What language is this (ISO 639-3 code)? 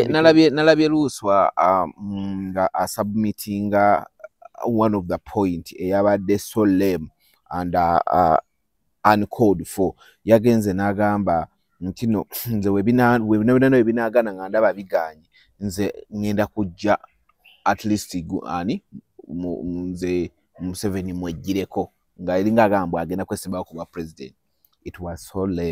lug